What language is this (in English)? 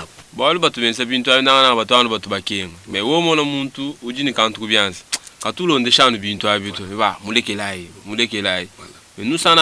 Luba-Lulua